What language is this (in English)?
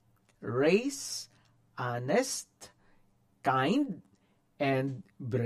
Hiligaynon